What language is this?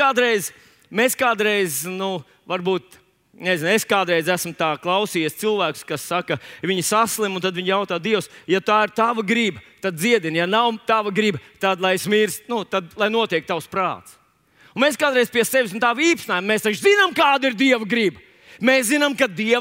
Latvian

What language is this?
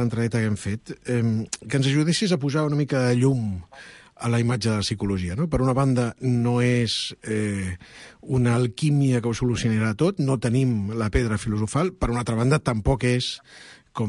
Catalan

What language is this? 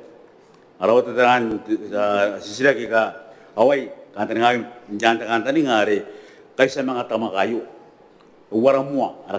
Gilbertese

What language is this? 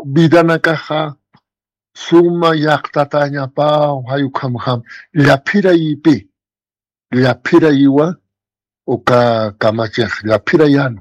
Aymara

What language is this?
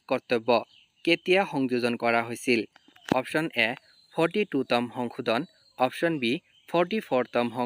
Assamese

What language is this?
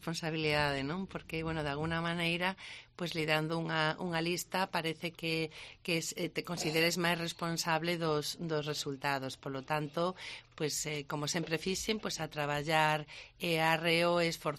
Galician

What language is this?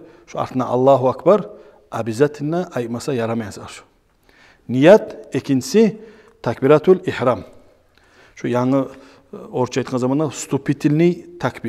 Kumyk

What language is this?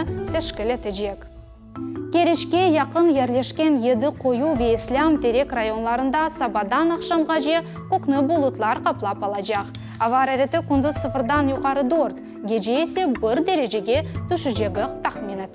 Crimean Tatar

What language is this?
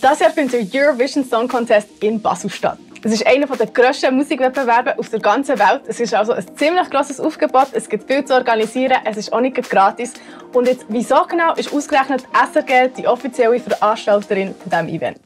Swiss German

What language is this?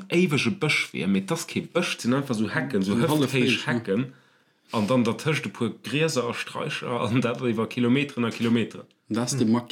Luxembourgish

